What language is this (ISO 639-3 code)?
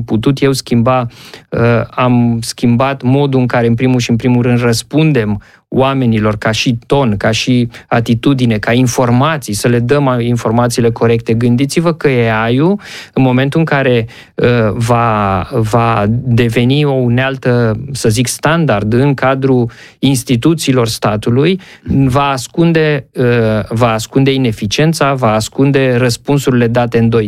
ron